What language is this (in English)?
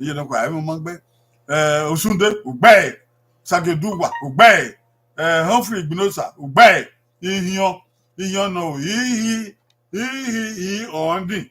Bini